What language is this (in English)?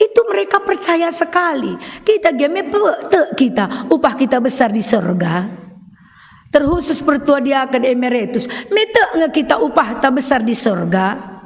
Batak Karo